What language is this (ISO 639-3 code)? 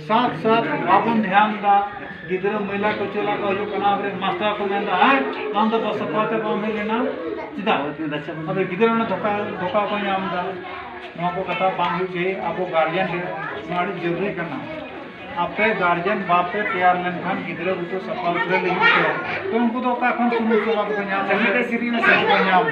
sat